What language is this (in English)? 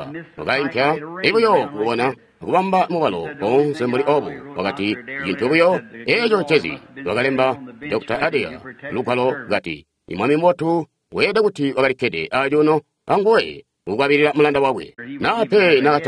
Tonga (Zambia)